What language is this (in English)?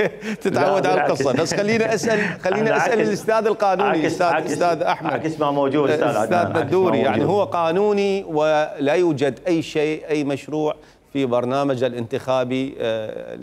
Mesopotamian Arabic